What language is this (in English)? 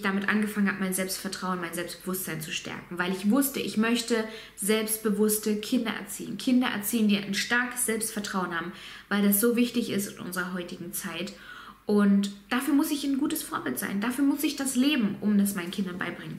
German